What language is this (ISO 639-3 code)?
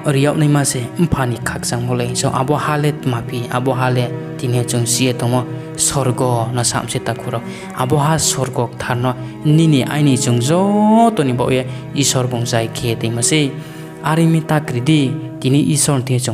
ria